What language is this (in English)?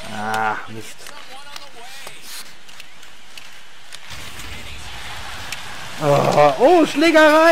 German